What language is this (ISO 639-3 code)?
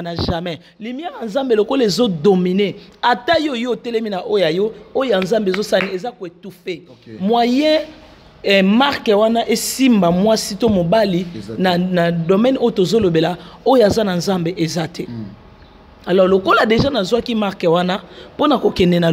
lin